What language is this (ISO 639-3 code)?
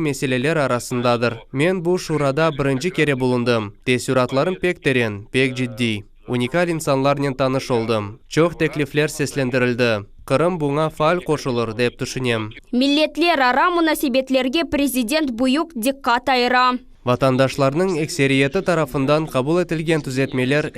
crh